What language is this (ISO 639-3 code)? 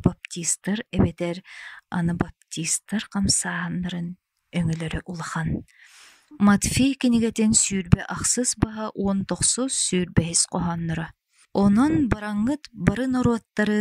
sah